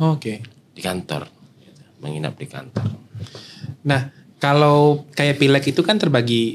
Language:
Indonesian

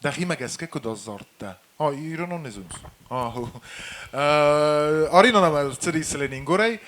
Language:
Ossetic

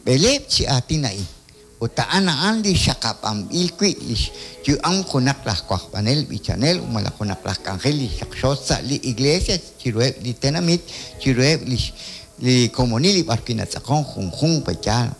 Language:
Kekchí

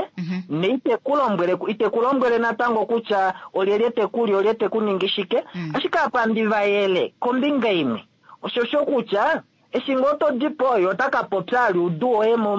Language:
Kuanyama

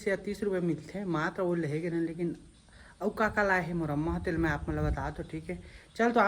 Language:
Chhattisgarhi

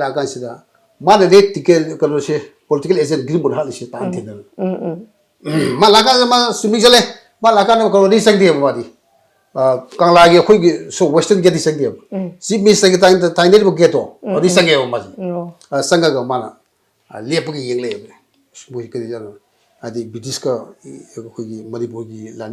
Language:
Manipuri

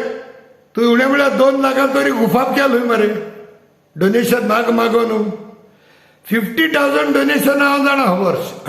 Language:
Konkani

